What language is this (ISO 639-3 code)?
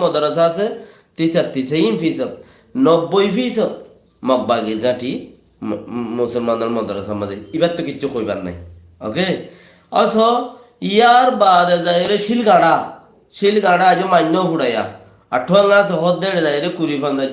rhg